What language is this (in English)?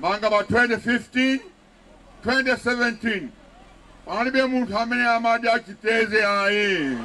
Nyanja